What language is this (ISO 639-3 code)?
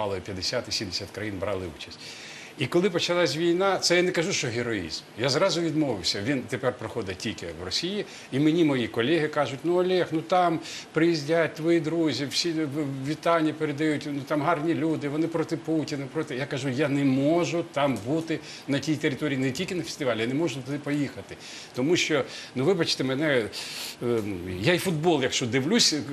ukr